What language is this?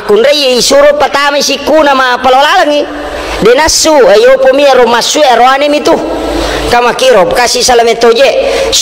Buginese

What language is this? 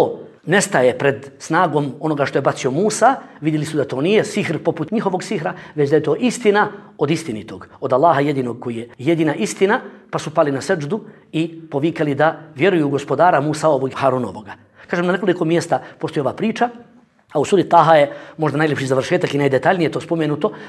Bosnian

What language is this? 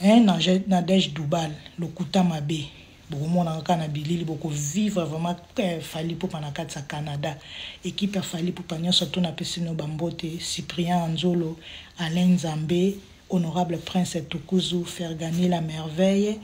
Lingala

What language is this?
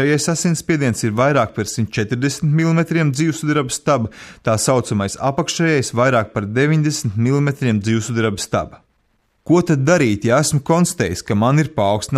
Latvian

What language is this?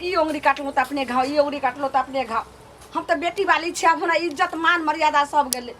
Maithili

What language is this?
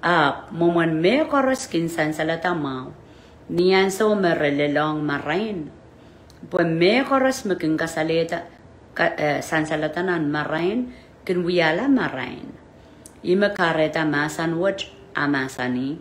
Pohnpeian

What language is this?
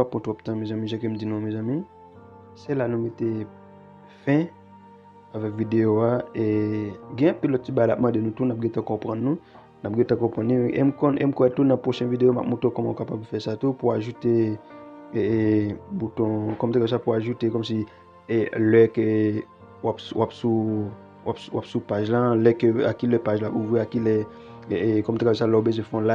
Haitian Creole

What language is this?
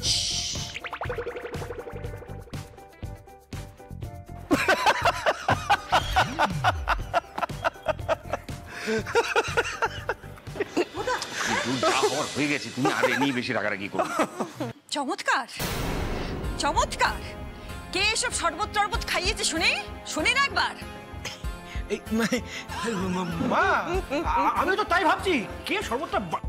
Bangla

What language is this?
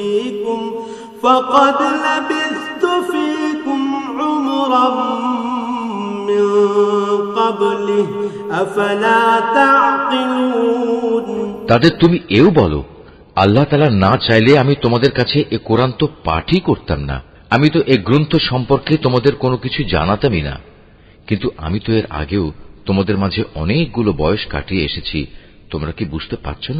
Bangla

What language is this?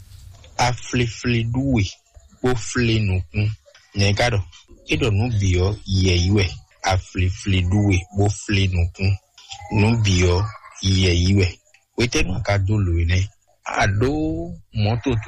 Fon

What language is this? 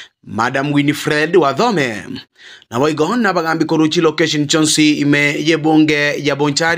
Gusii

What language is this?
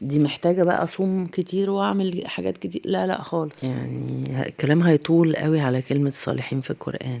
Egyptian Arabic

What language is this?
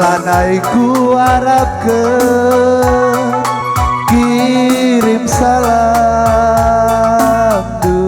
Batak Karo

